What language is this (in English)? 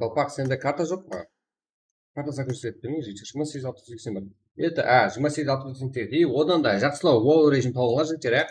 Kara-Kalpak